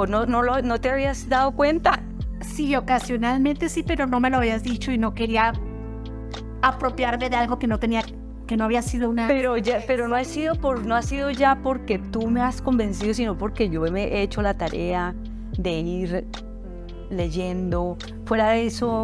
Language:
Spanish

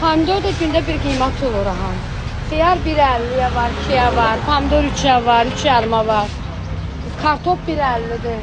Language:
Azerbaijani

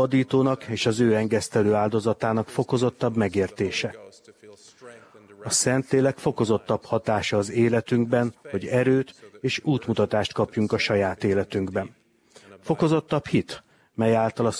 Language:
Hungarian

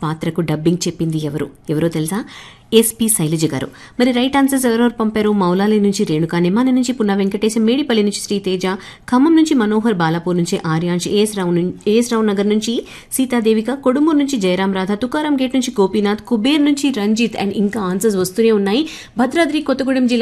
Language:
Telugu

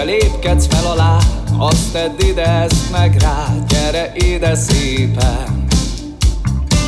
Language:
Hungarian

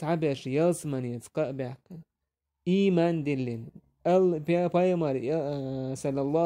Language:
Chechen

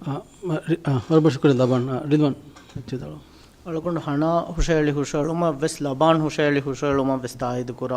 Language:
Divehi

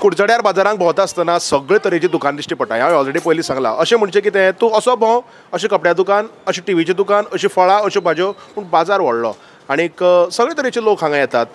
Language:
Konkani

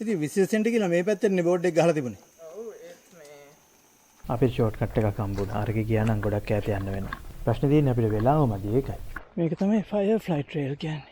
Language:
Sinhala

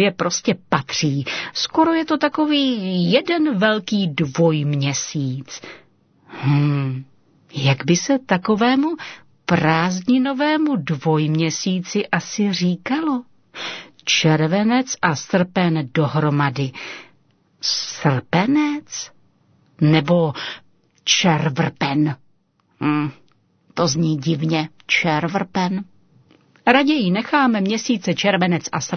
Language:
Czech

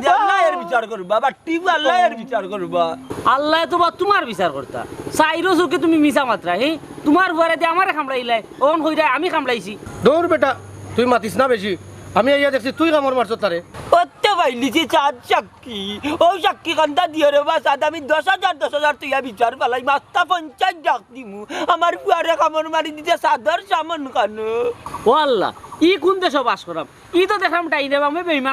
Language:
Sylheti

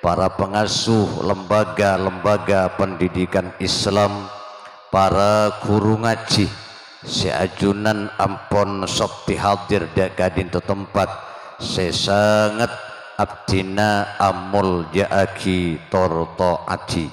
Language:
Madurese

